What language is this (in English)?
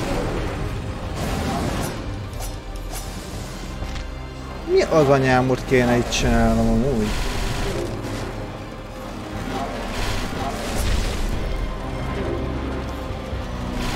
Hungarian